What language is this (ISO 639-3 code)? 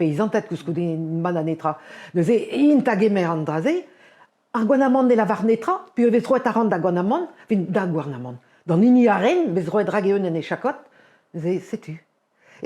bre